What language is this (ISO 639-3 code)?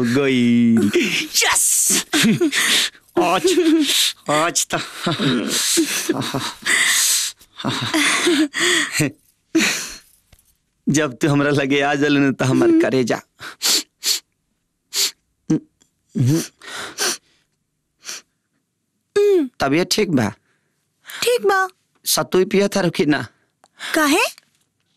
bho